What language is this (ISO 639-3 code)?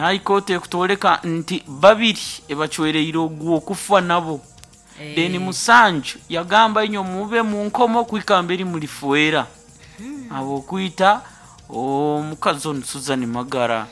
nyn